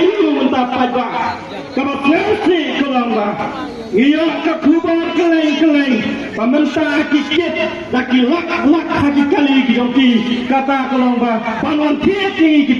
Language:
Khasi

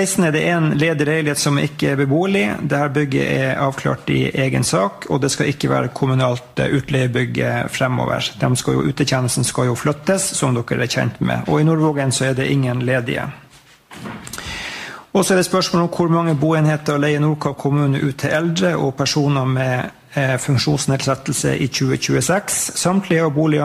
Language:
Norwegian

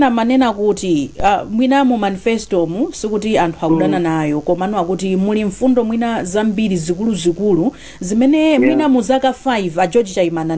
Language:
Nyanja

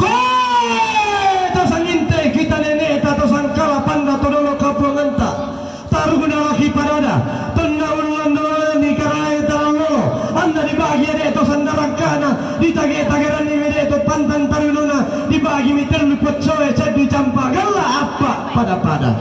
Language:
Toraja-Sa'dan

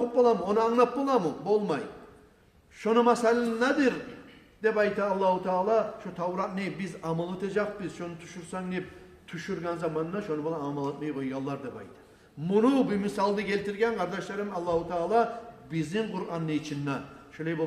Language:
Kumyk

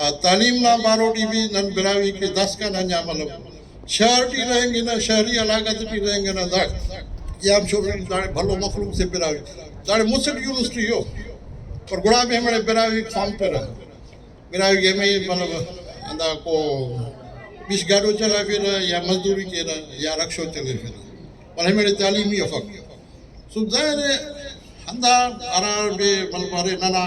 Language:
Brahui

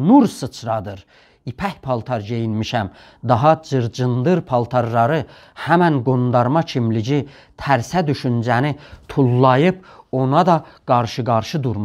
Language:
South Azerbaijani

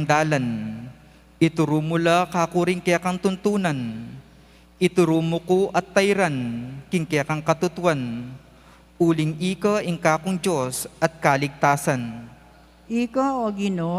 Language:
Pampanga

